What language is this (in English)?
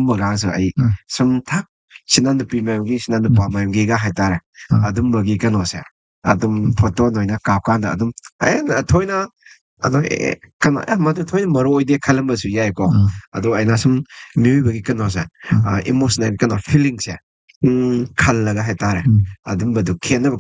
Manipuri